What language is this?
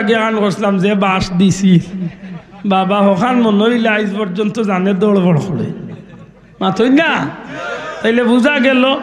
Sylheti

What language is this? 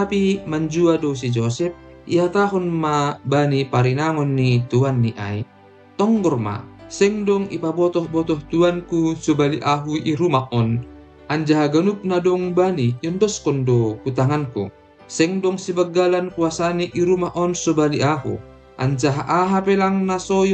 Batak Simalungun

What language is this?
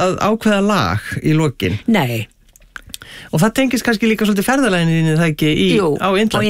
Icelandic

